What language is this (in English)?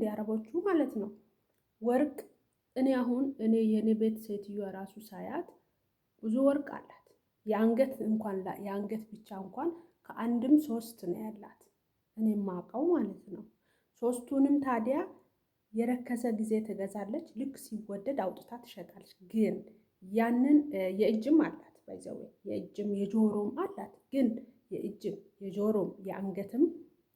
Amharic